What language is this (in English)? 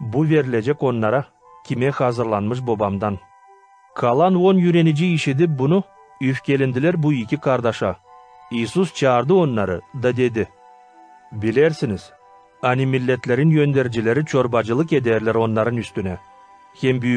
Gagauz